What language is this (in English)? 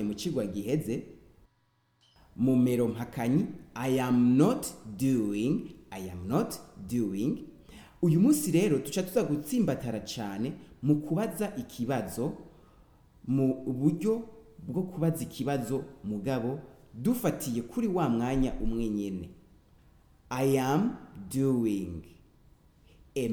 Rundi